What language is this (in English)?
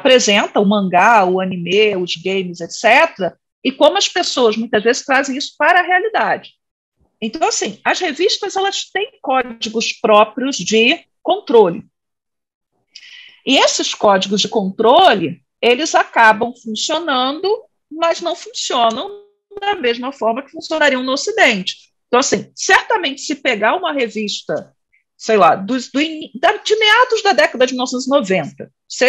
Portuguese